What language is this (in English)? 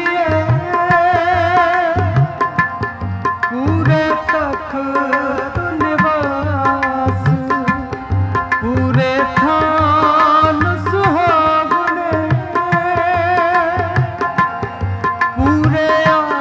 Punjabi